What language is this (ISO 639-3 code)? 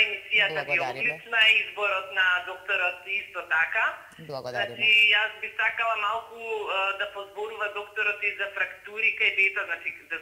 mkd